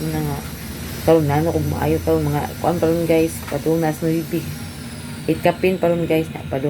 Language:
Cebuano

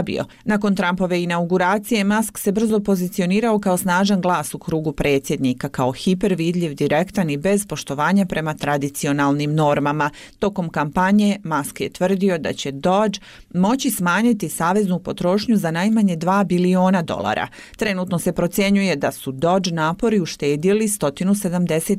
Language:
Bosnian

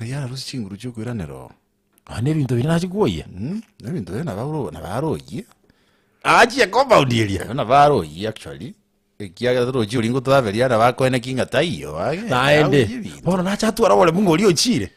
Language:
Gusii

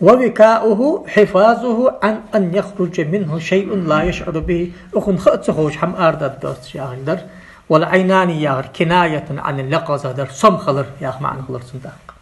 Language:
Ingush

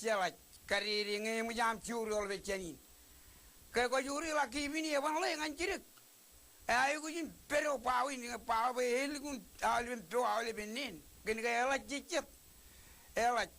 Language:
Marshallese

